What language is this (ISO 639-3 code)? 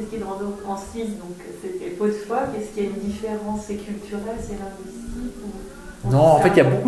fra